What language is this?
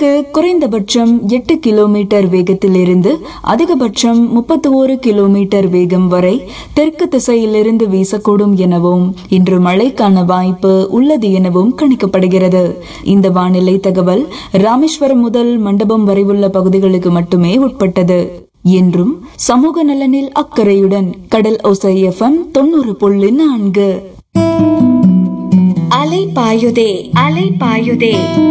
Tamil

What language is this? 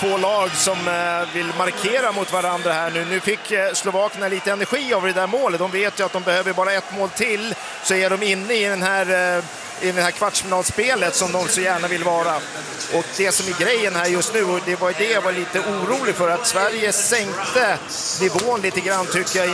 Swedish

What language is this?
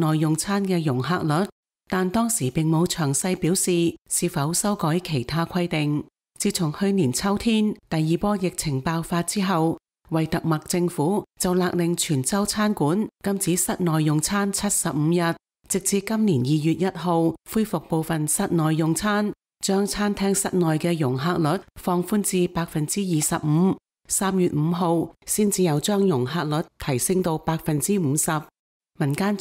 Cantonese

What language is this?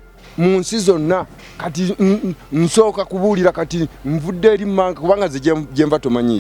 Ganda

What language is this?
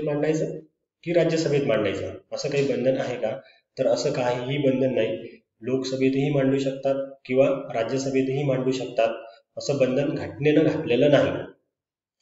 Marathi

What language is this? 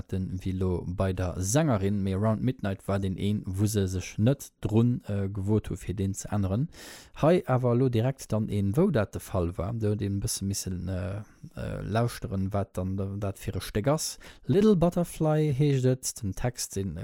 Luxembourgish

